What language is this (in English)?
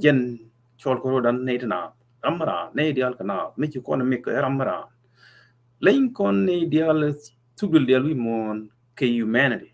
Nuer